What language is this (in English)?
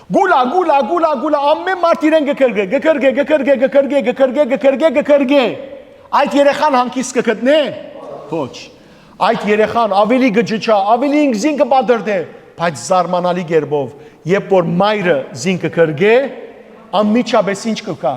Western Armenian